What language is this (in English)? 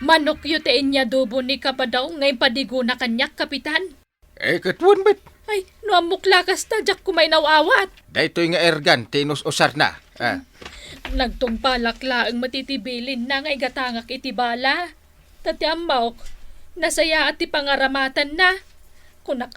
Iloko